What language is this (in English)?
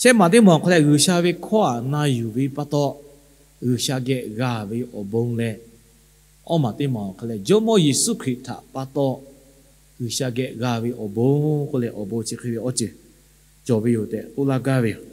Lahu